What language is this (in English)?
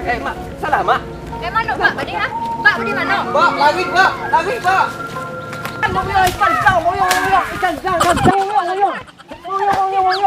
Minangkabau